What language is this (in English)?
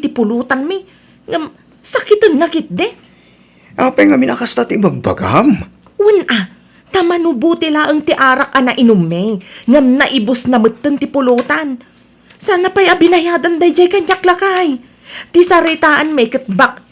Iloko